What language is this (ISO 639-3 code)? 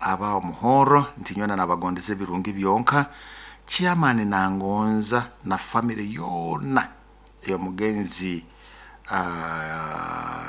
nyo